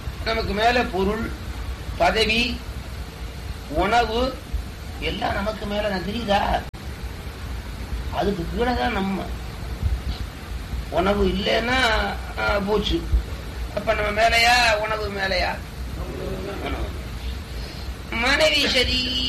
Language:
Tamil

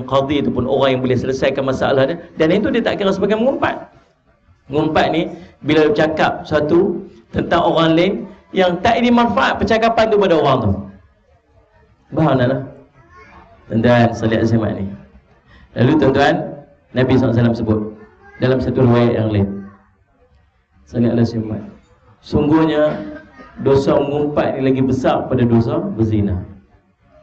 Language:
Malay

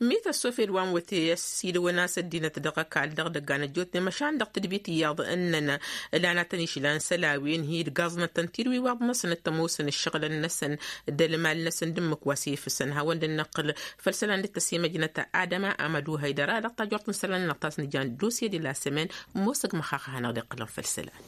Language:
Tamasheq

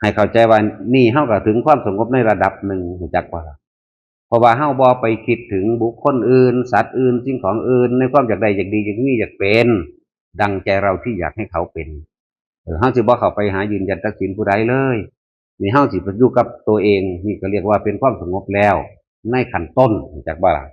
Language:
Northeastern Thai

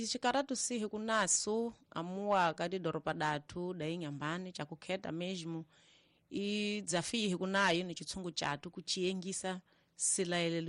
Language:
Tsonga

